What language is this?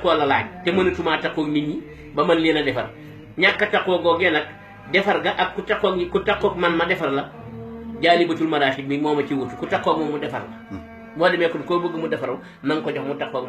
Wolof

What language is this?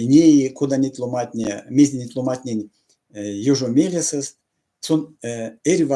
Erzya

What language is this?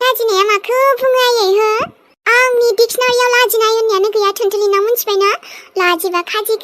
Bodo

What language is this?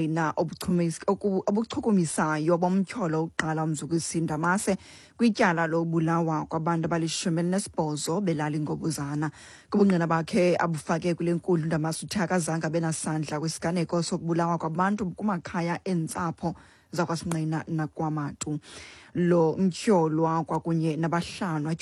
Xhosa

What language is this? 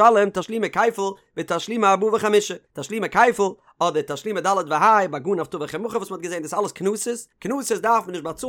Yiddish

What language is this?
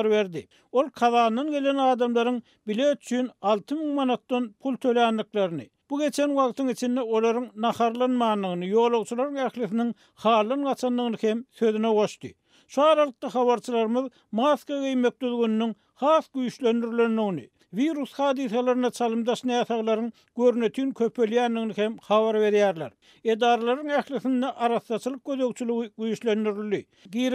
Turkmen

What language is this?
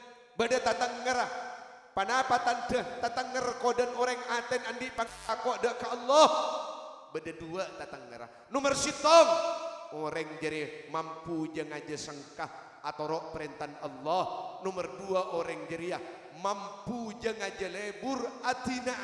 Madurese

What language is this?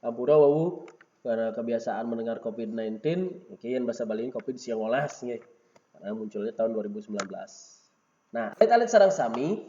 Balinese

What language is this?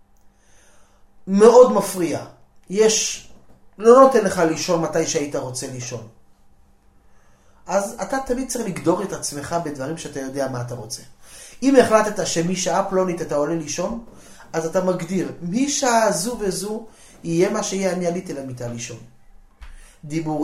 Hebrew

